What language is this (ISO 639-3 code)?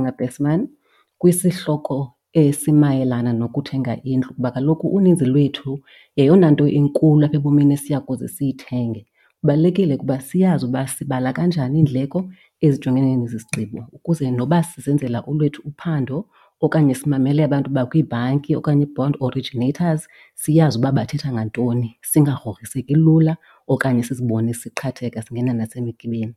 xho